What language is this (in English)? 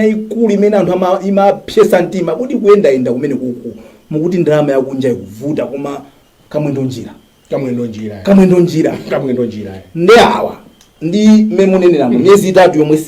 Nyanja